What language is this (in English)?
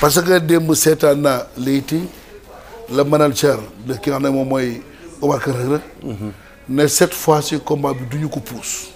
Wolof